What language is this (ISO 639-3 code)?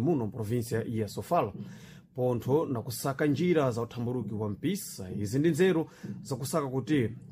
seh